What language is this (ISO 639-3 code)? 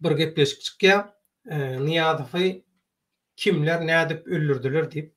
tuk